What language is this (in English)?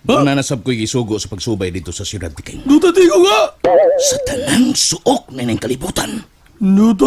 Cebuano